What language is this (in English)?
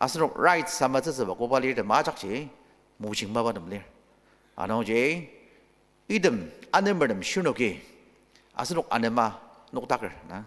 Ao Naga